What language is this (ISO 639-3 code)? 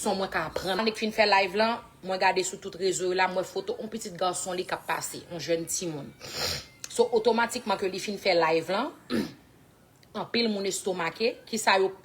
hat